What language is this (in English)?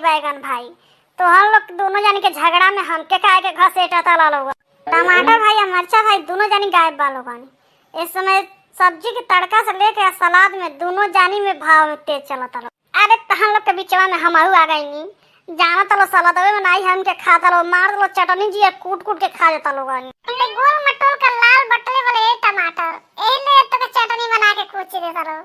Bhojpuri